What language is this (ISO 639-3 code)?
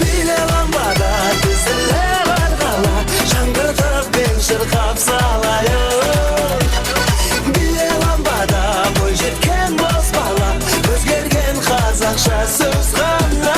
kaa